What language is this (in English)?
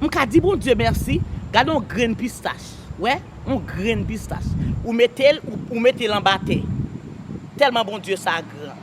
Haitian Creole